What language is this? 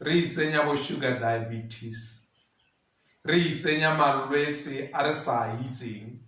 Tswana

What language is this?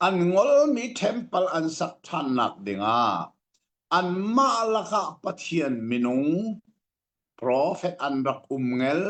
Hakha Chin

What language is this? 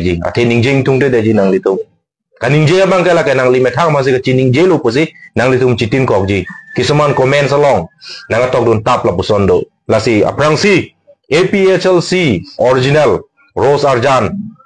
Karbi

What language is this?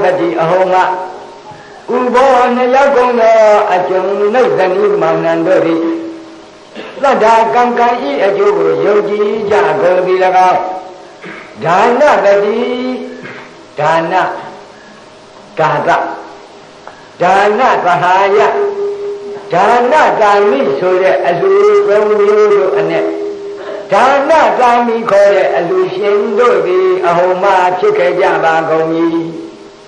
Burmese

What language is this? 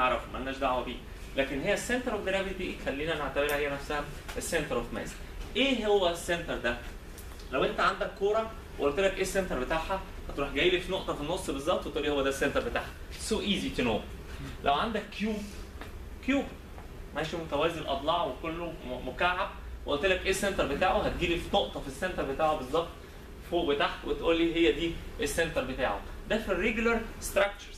Egyptian Arabic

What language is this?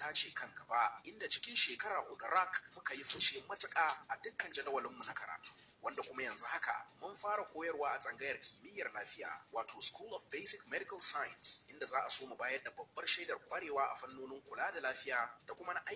Hausa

